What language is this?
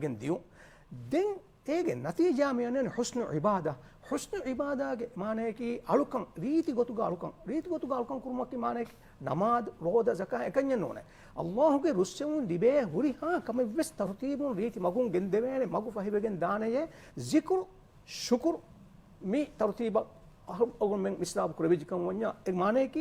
Divehi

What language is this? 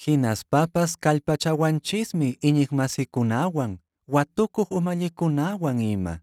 Quechua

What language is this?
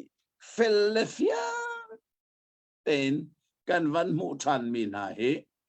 Hakha Chin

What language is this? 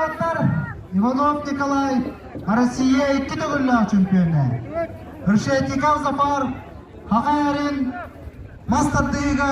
Yakut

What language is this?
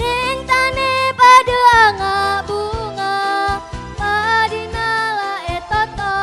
Madurese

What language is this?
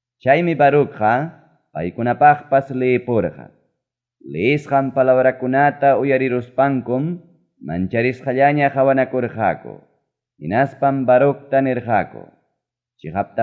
Ayacucho Quechua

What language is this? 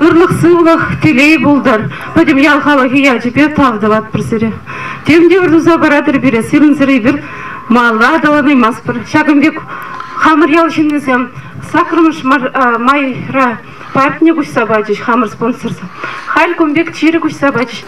Chuvash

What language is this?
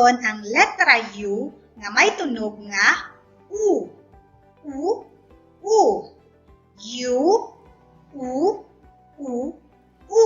Hiligaynon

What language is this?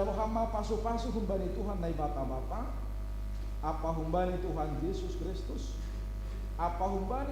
Batak Simalungun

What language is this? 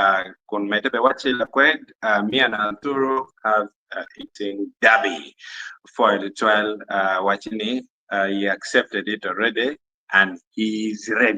Acoli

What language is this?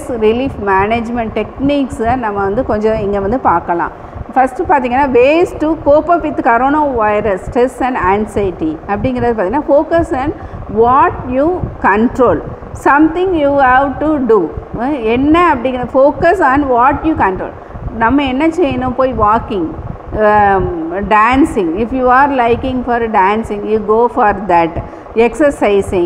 Tamil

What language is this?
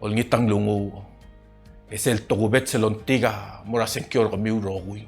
Palauan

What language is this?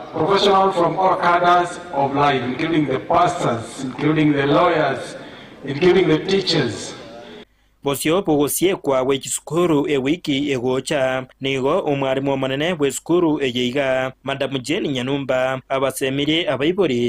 Gusii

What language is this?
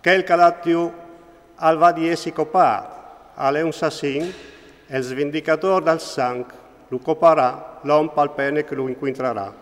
Friulian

